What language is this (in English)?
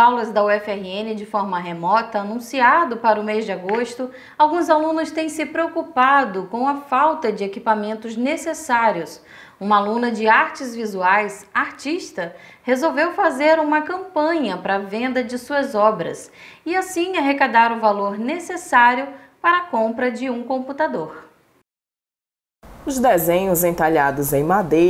Portuguese